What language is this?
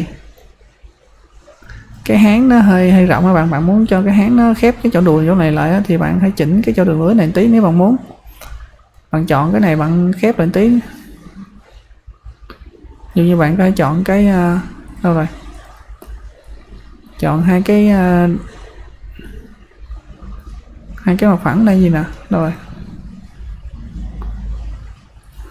Vietnamese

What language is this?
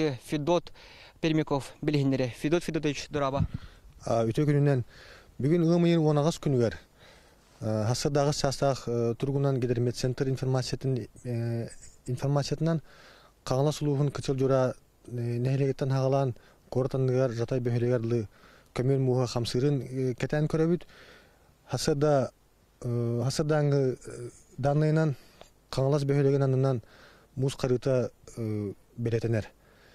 Yakut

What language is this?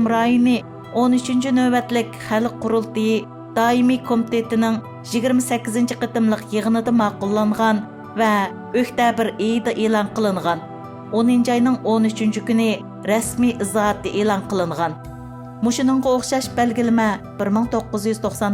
Uyghur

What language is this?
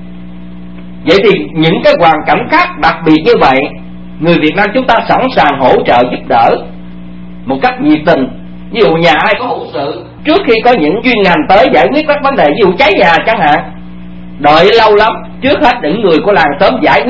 Vietnamese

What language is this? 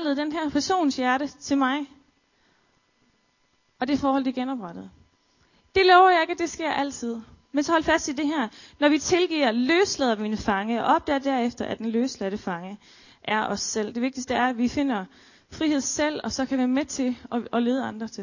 Danish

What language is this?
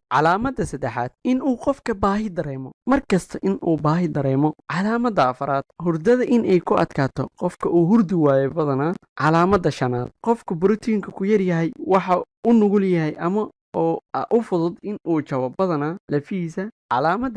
Somali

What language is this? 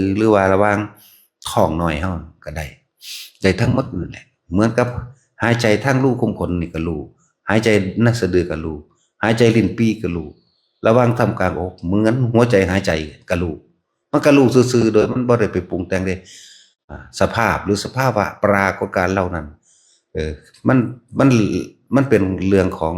Northeastern Thai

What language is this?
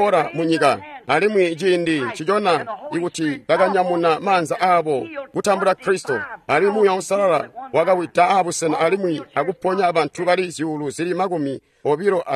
Tonga (Zambia)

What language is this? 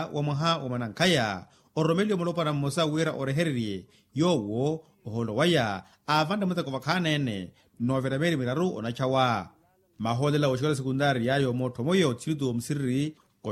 Makhuwa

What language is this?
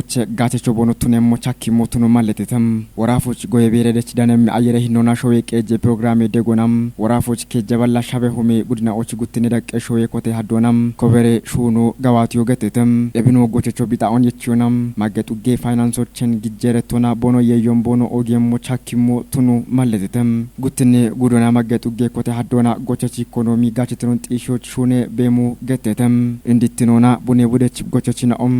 Kafa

